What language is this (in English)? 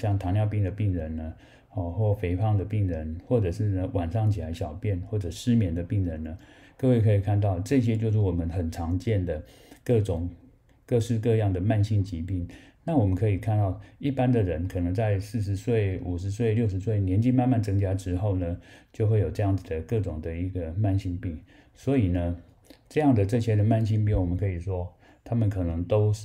Chinese